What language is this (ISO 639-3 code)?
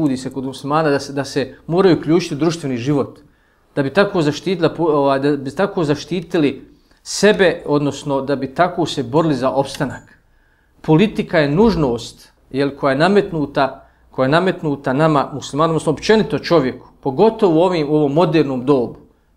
bos